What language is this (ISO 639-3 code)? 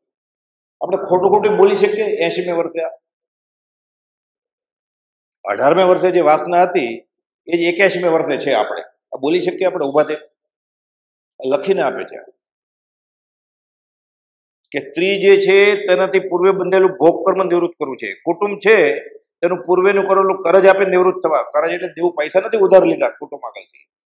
guj